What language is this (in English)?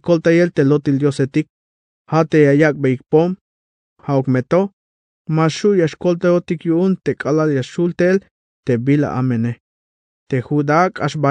Tzeltal